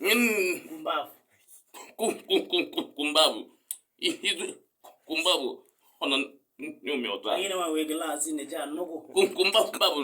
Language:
Kamba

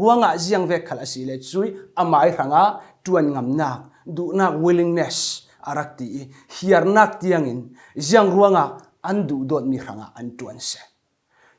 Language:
Falam Chin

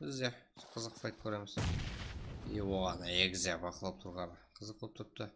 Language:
Kara-Kalpak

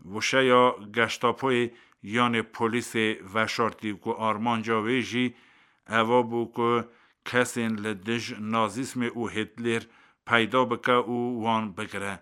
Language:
Kurdish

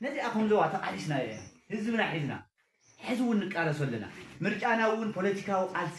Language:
Tigrinya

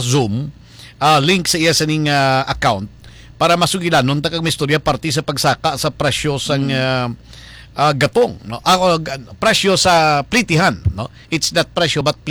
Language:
Hiligaynon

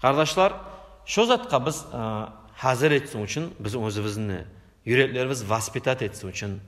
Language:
Kumyk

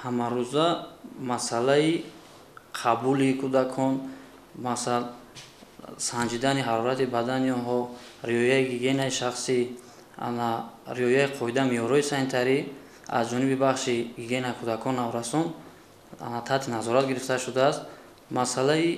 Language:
Tajik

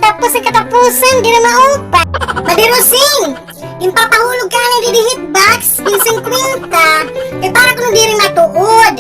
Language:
Waray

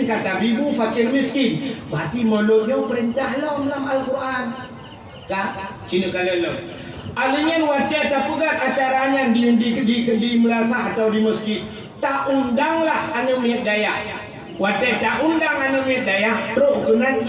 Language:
Achinese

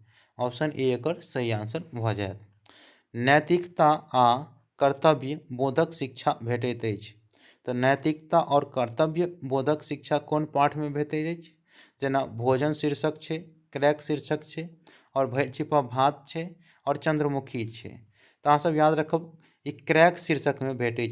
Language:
Maithili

